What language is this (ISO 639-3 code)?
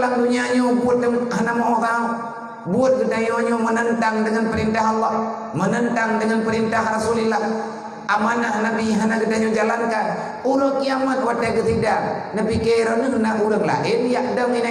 ace